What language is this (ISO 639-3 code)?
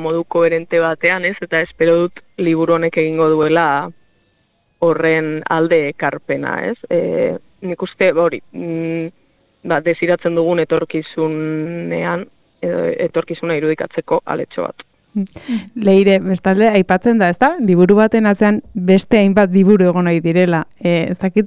eus